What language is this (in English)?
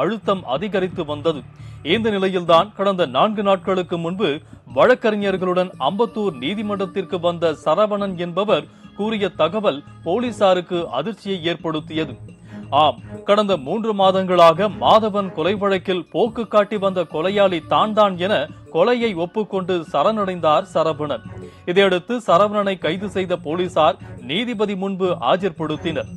Tamil